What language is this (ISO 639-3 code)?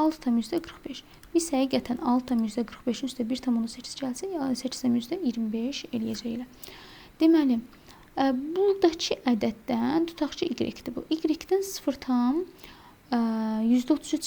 aze